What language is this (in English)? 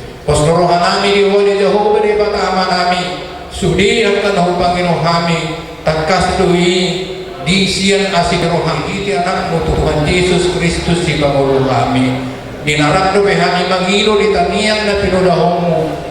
Batak Toba